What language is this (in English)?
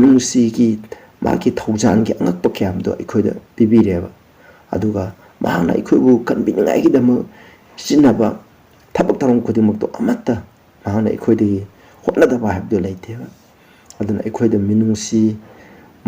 Manipuri